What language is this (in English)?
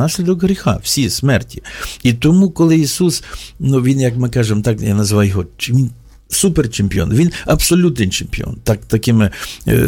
Ukrainian